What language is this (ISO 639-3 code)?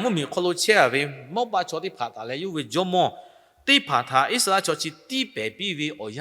lhu